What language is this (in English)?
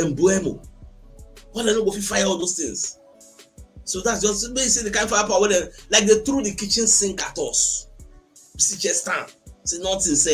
Nigerian Pidgin